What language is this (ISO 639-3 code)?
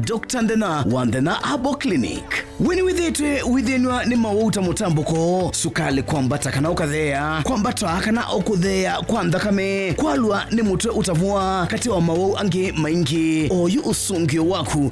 kam